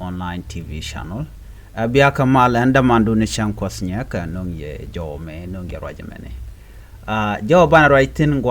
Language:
Nuer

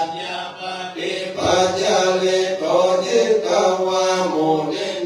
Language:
Pali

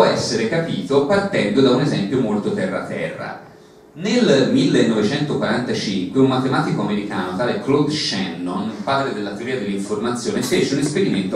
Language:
Italian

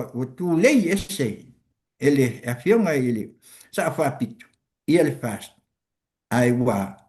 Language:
Samoan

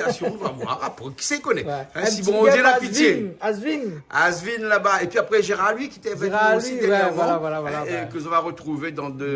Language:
Réunion Creole French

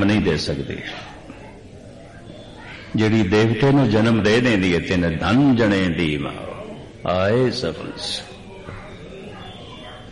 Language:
Punjabi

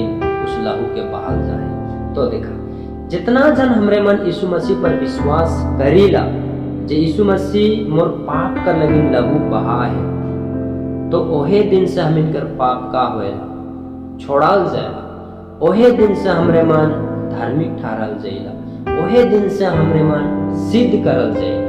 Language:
Sadri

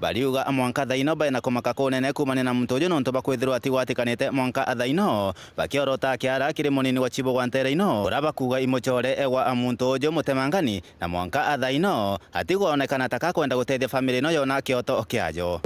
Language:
Meru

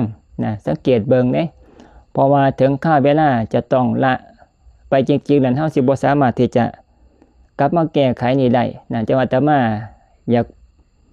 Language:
Lao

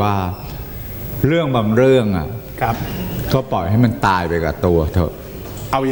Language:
Thai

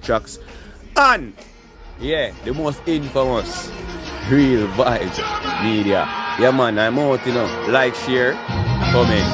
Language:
Jamaican Creole English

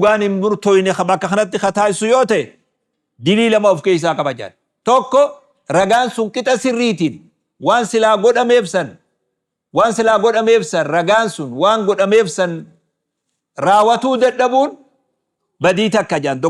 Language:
Oromo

